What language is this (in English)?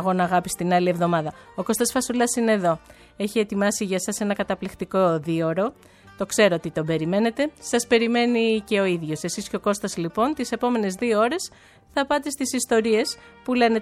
Greek